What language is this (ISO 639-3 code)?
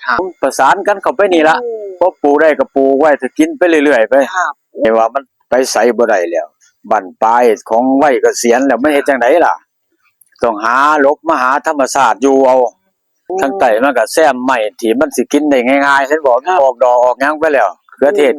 tts